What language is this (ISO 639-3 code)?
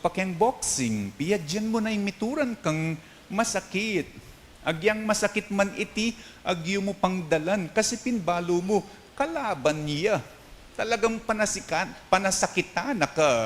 pam